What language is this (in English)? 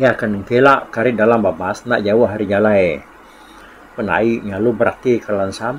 Iban